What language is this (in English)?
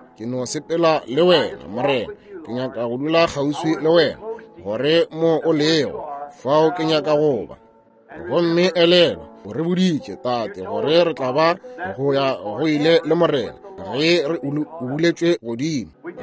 Northern Sotho